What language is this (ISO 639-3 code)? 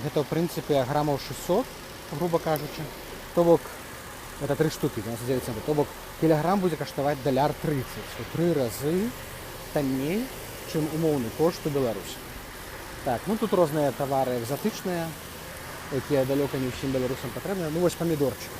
bel